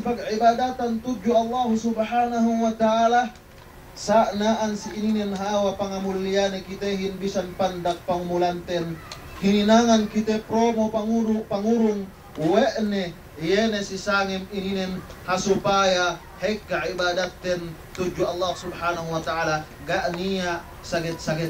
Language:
Yakan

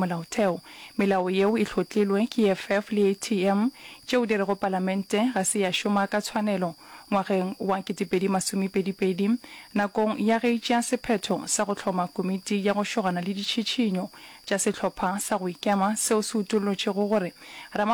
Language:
Northern Sotho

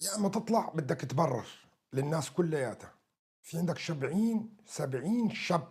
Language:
North Levantine Arabic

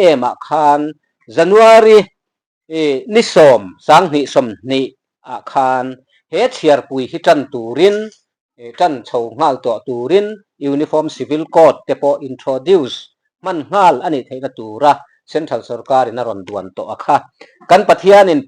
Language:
Mizo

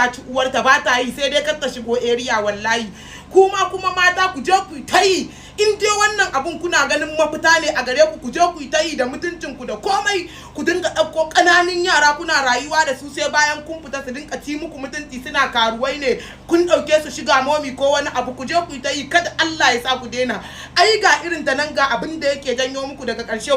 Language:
Hausa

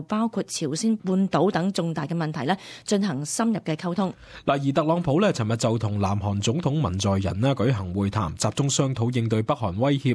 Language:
Cantonese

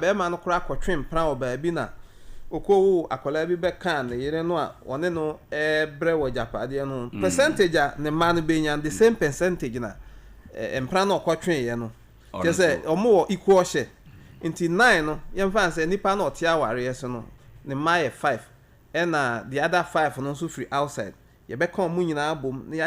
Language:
Akan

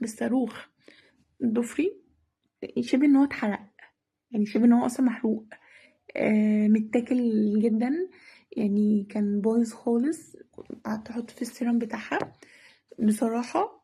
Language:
Egyptian Arabic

